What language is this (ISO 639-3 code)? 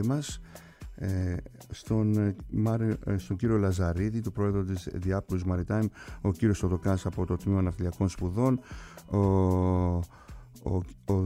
ell